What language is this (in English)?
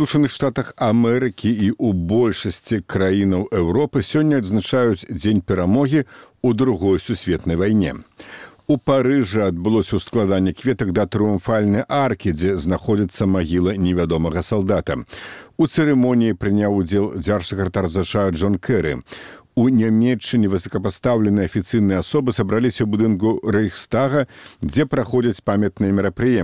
Belarusian